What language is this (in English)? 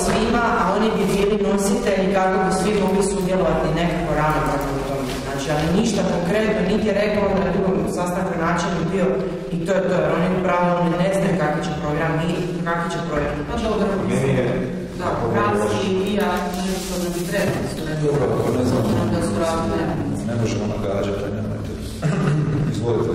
Croatian